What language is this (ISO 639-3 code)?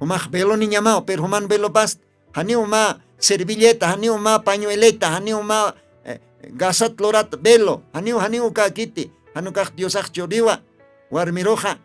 aym